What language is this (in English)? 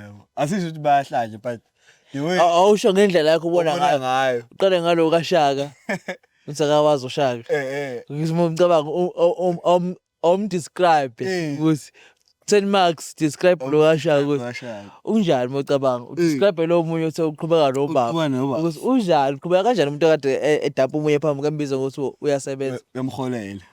Zulu